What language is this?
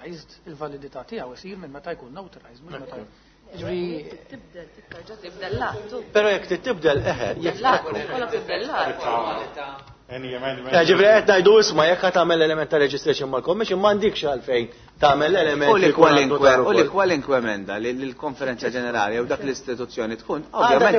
Maltese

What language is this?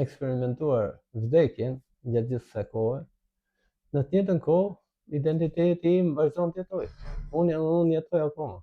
Albanian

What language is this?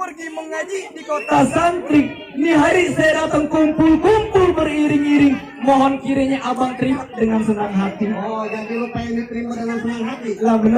Betawi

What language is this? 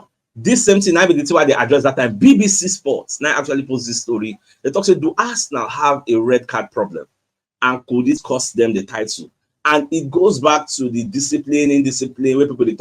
Nigerian Pidgin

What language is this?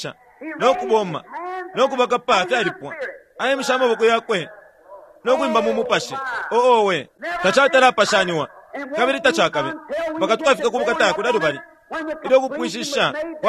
Bemba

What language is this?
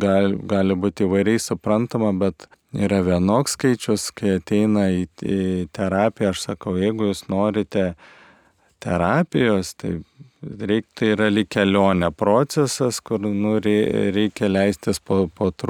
Lithuanian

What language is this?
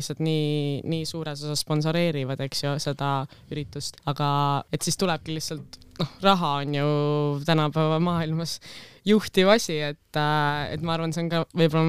Estonian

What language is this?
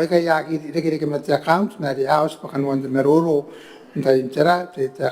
Gilbertese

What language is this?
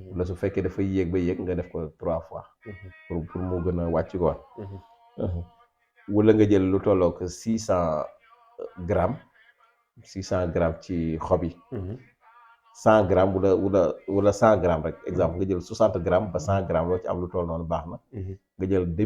Wolof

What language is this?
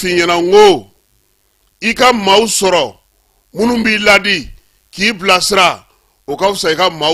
Bambara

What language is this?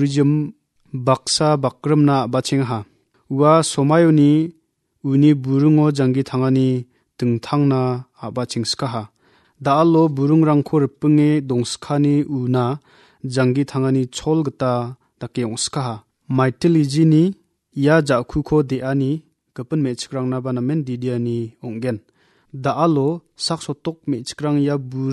Garo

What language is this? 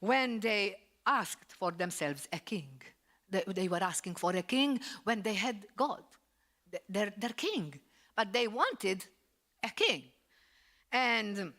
English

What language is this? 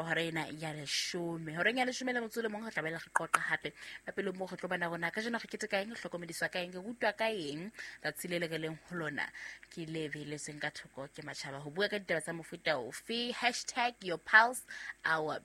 Southern Sotho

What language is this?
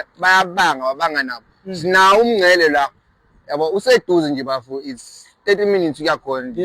Zulu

